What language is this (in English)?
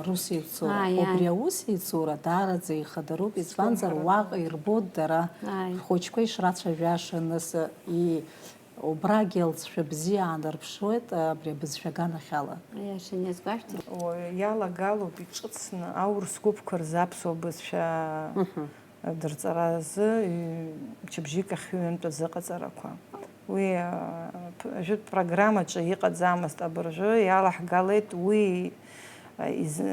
Abkhazian